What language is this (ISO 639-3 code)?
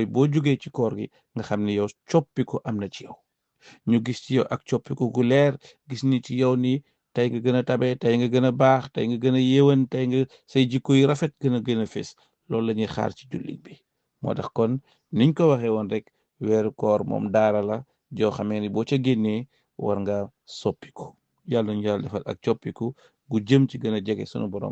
wol